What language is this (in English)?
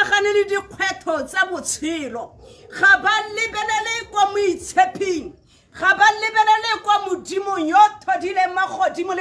Tswana